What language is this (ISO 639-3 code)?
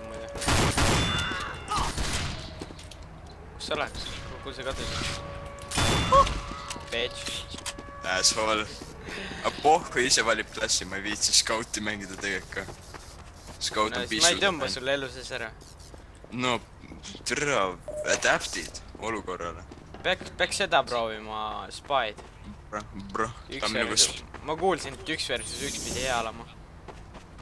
est